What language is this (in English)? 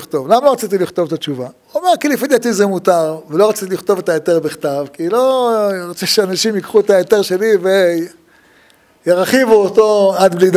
Hebrew